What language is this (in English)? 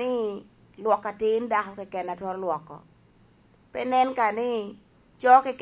Lango (Uganda)